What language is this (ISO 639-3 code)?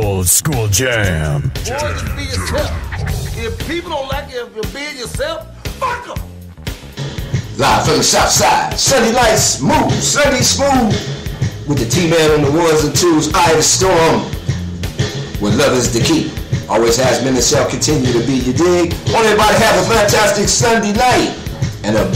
eng